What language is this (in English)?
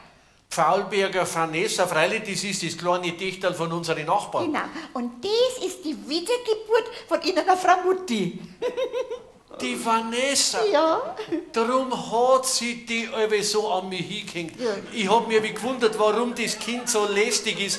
Bavarian